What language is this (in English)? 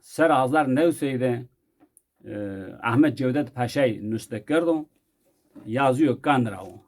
Zaza